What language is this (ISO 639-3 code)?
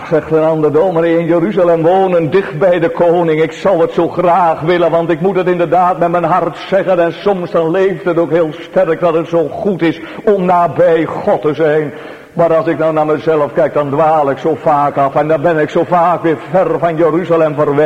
nld